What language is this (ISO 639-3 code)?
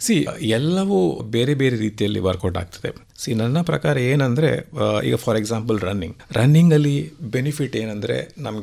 kan